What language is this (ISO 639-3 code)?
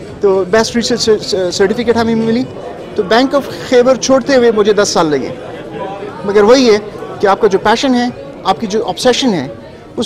urd